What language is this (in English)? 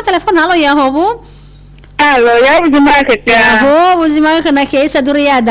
Nias